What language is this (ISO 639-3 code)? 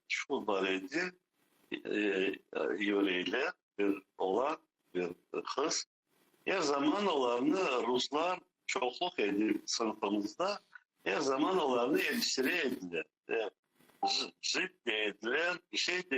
crh